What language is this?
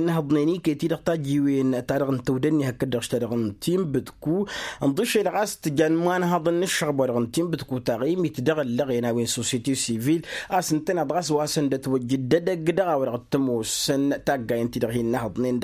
Tamasheq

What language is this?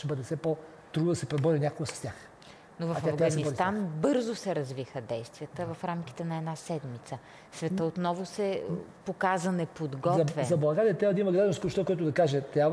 Bulgarian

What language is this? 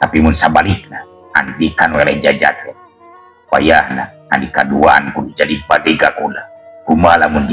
Sundanese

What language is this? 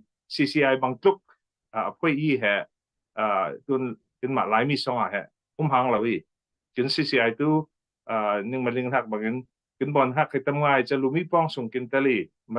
Falam Chin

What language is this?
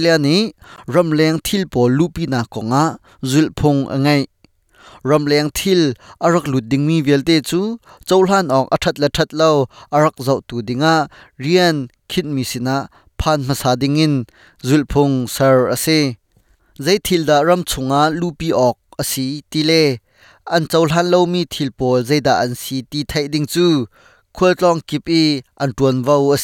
Hakha Chin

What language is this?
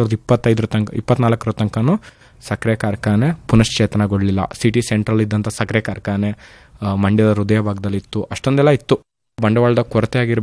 Kannada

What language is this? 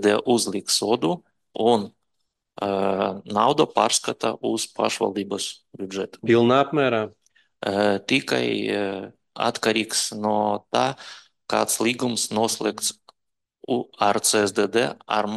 Latvian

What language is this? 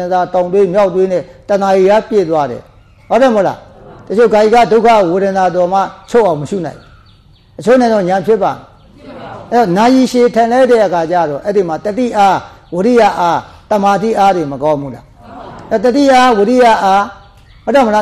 Burmese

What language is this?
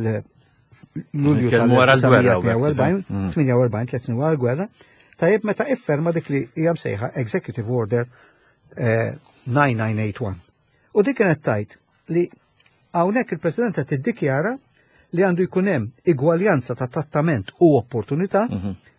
Maltese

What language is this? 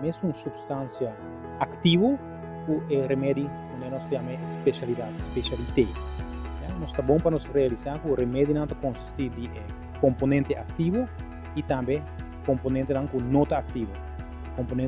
Papiamento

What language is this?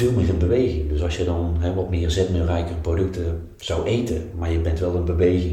Dutch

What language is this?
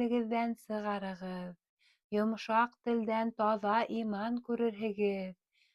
Bashkir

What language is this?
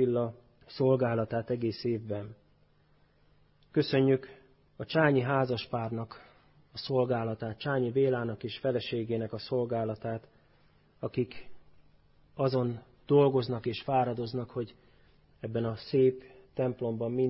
Hungarian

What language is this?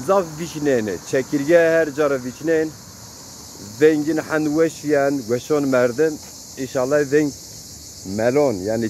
Zaza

